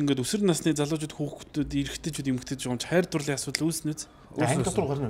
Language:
Mongolian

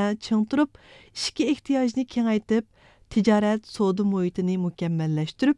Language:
Uyghur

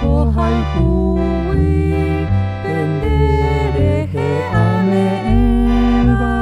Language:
Guarani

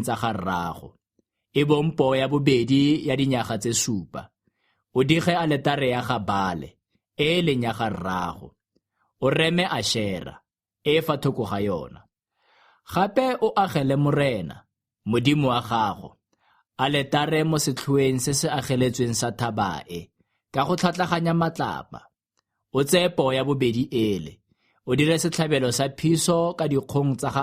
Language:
Tswana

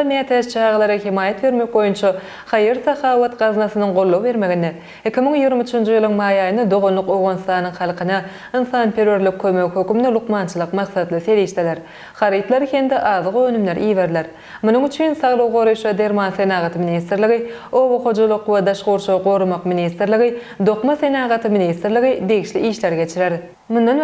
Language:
Turkmen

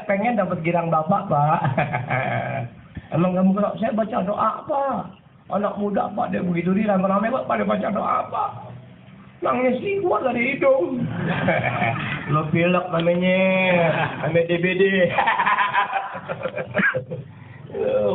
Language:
Indonesian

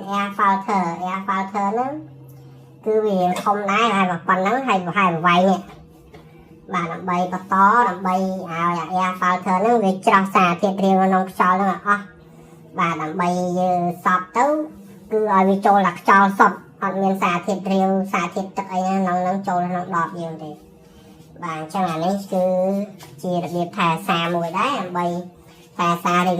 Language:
Khmer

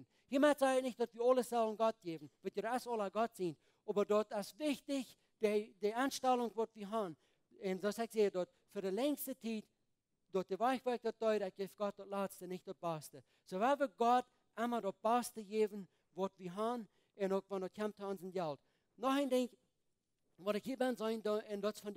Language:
Plautdietsch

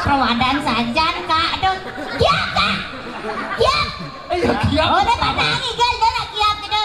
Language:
Balinese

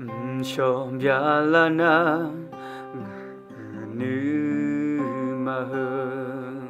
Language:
Akha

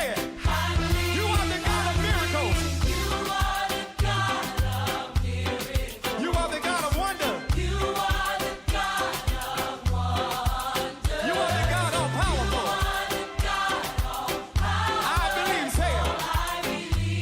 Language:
Fijian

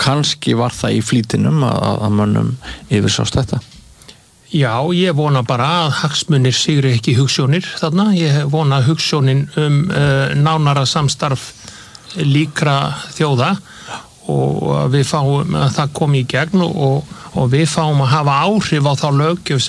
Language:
Icelandic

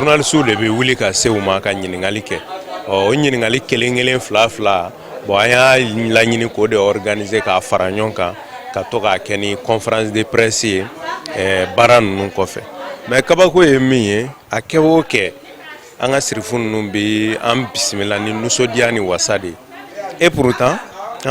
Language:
Bambara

